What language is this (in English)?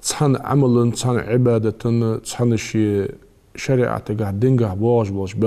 Ingush